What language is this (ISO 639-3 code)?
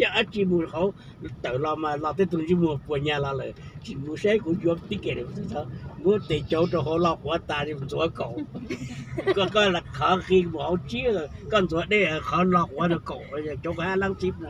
hmn